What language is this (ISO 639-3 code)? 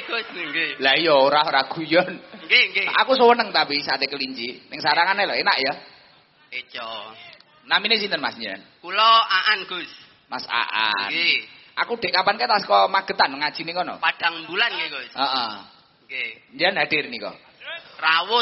jav